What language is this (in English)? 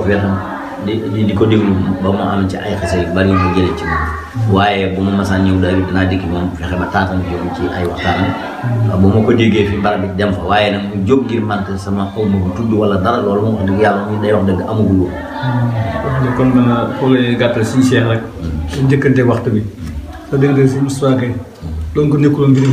Wolof